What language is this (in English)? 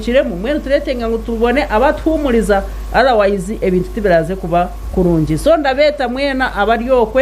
Nyankole